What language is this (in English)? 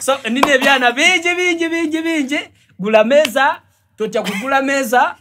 Soga